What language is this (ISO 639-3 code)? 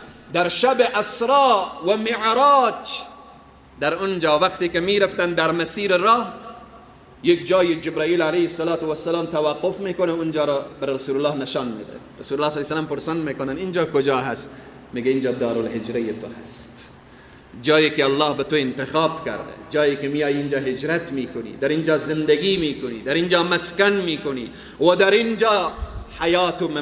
fas